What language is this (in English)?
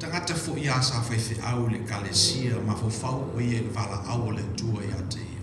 Samoan